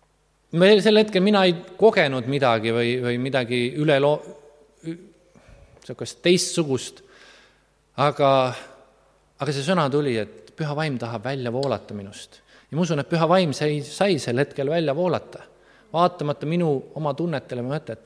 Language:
Estonian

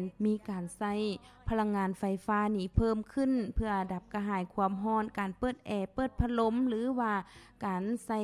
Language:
Lao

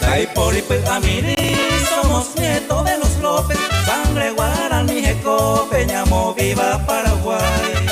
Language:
Guarani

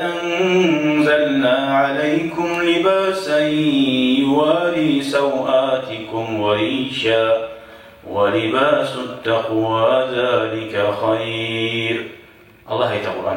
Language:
Kumyk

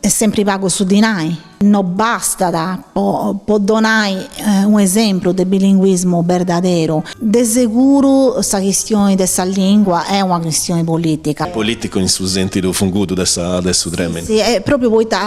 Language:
Sardinian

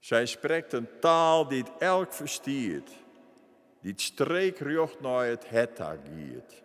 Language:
Western Frisian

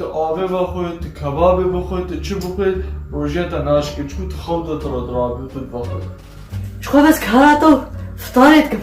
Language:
Kurdish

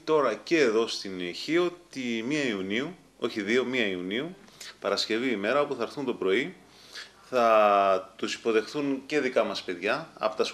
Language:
Greek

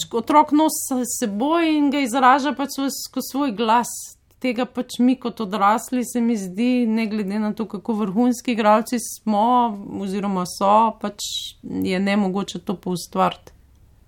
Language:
Slovenian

